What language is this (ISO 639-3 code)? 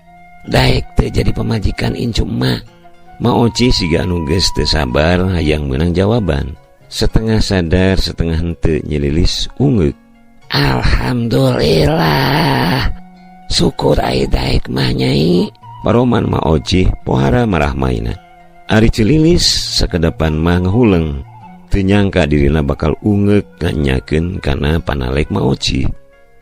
sun